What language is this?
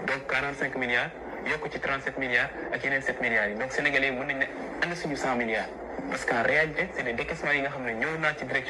Wolof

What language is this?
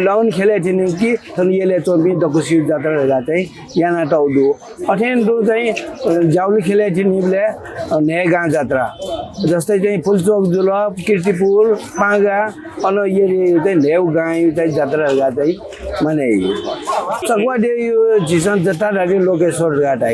Newari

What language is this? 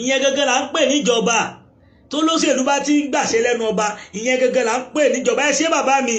Yoruba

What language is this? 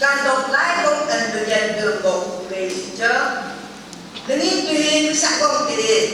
Phom Naga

